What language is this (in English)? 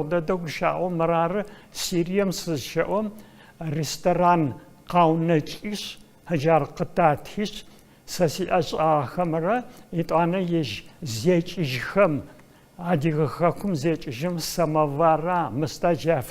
Adyghe